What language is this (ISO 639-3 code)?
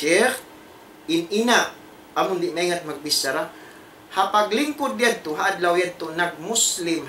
tsg